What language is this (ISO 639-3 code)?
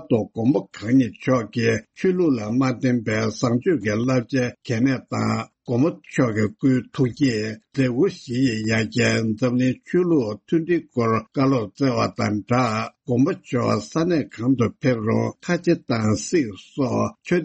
bod